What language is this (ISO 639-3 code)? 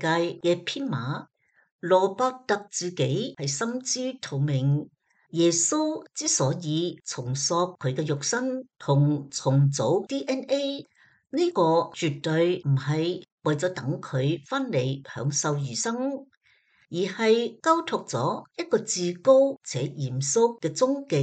yue